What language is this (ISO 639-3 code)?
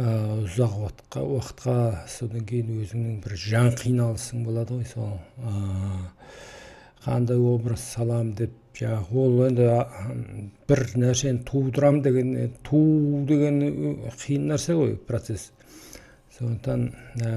kaz